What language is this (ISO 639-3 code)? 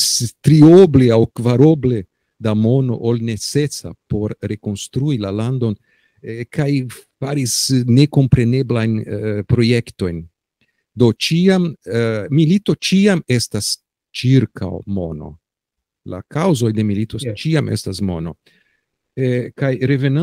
epo